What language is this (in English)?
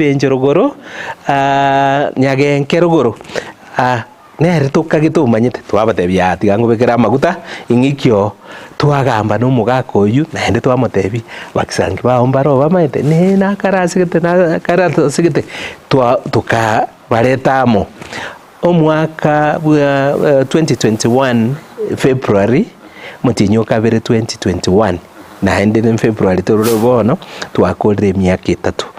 Gusii